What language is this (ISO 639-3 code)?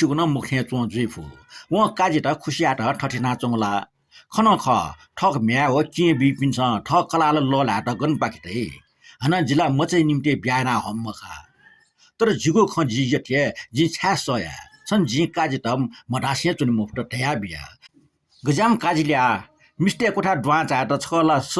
new